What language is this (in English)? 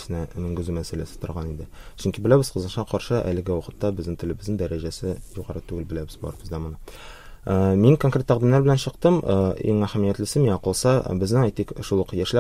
Tatar